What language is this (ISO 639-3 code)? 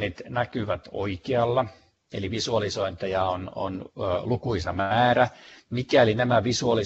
fin